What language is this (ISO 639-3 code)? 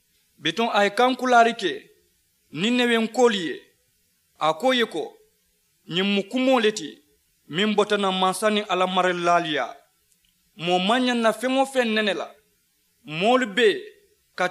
man